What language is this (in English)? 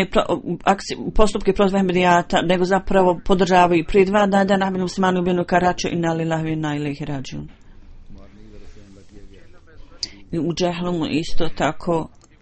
Bosnian